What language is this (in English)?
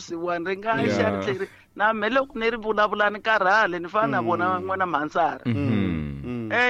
Tsonga